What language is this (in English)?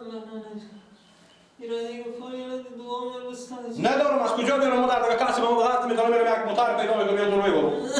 Persian